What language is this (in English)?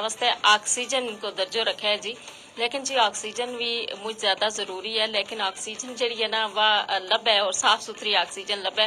Gujari